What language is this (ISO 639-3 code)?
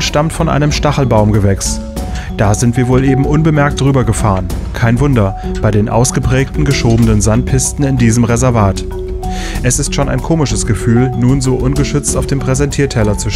deu